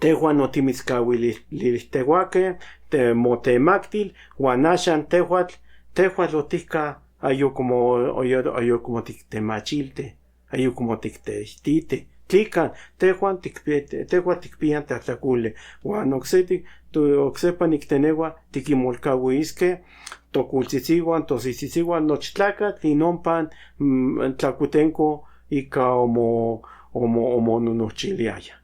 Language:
Central Nahuatl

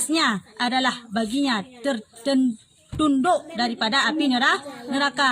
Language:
Achinese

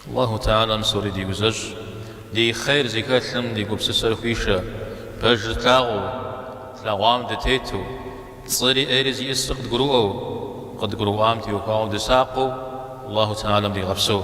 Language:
Kabardian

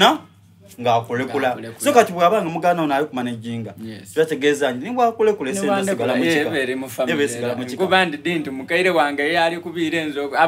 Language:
Soga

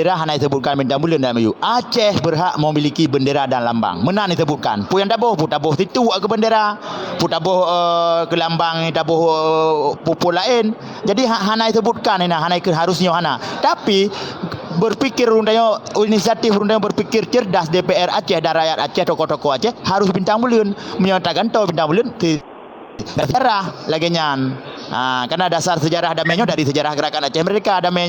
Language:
Achinese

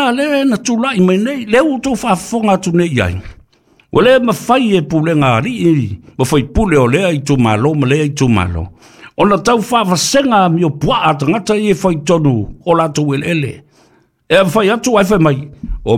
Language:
Samoan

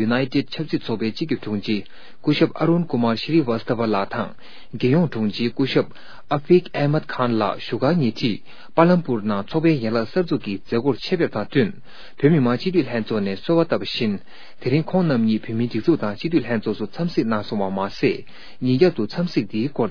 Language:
Tibetan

